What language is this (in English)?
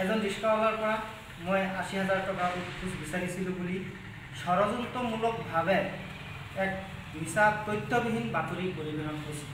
Assamese